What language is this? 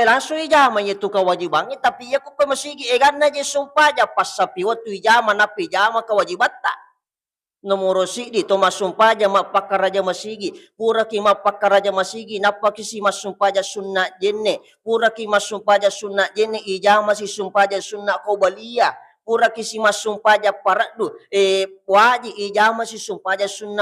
Buginese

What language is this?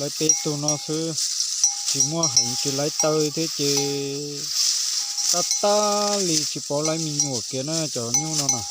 Hmong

